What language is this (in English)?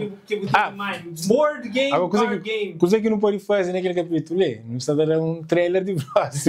Kabuverdianu